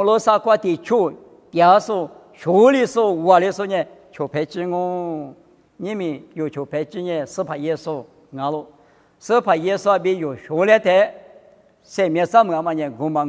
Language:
Lisu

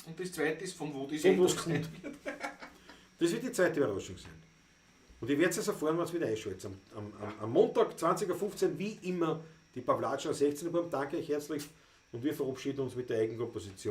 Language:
Bavarian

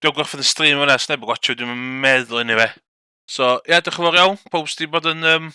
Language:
Welsh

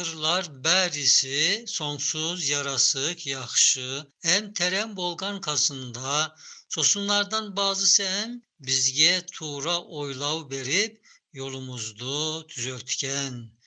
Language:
Tatar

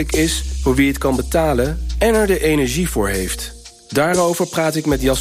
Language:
Dutch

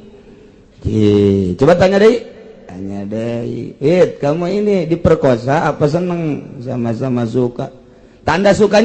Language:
Sundanese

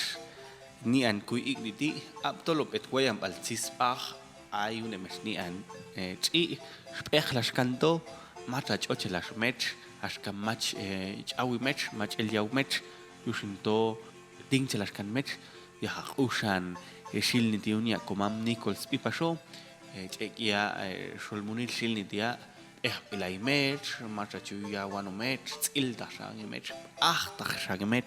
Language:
Popti'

